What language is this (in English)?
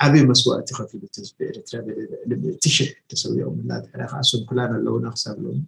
Tigrinya